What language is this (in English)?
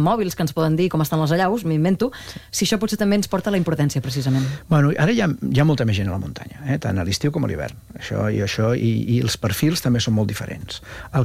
Catalan